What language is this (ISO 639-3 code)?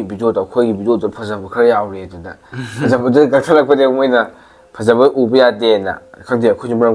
mni